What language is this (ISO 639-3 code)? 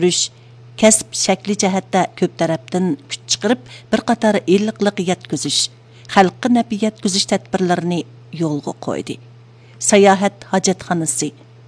uig